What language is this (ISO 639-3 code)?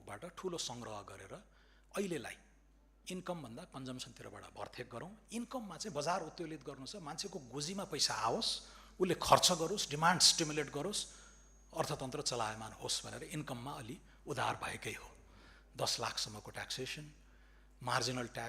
nep